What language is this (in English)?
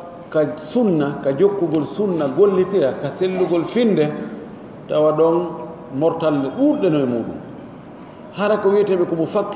Pular